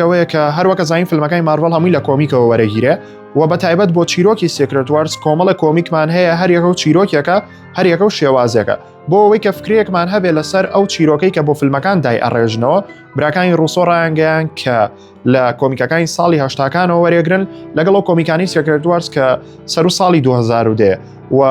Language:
Central Kurdish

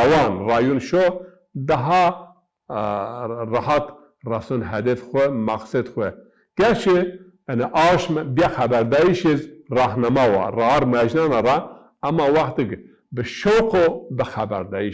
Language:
Zaza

